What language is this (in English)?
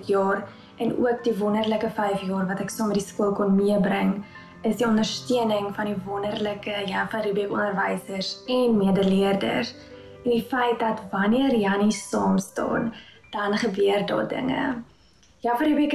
Afrikaans